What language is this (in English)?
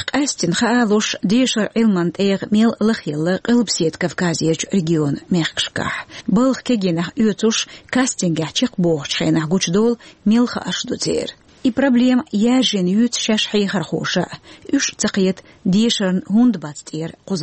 Chechen